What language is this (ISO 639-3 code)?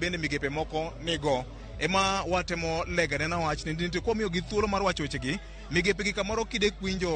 luo